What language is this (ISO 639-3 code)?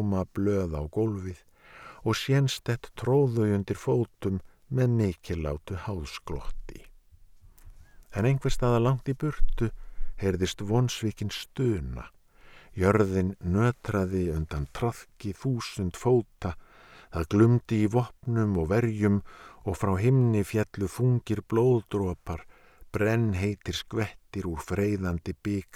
isl